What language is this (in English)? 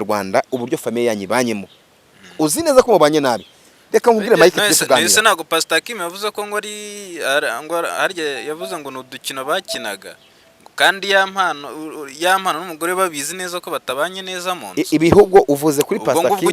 Kinyarwanda